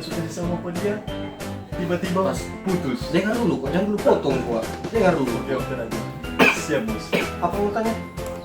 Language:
Manado Malay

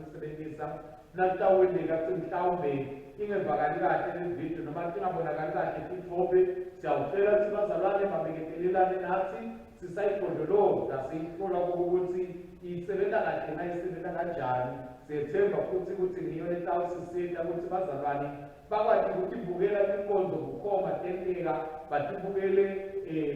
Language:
Swati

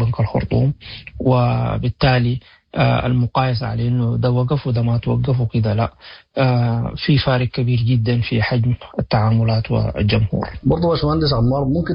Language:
Sudanese Arabic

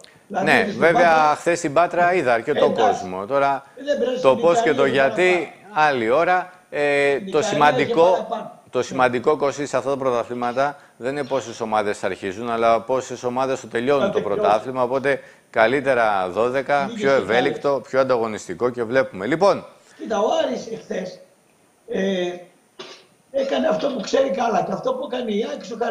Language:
Greek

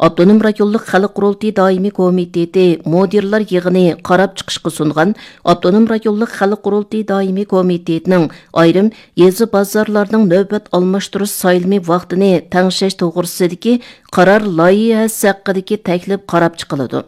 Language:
Uyghur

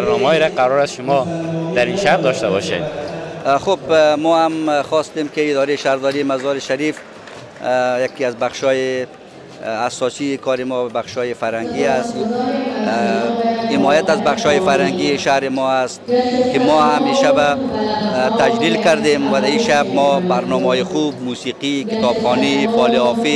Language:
Persian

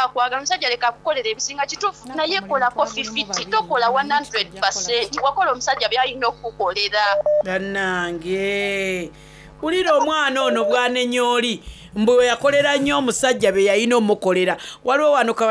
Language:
Soga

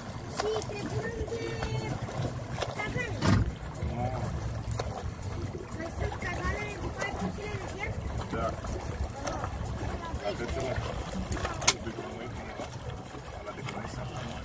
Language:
Romanian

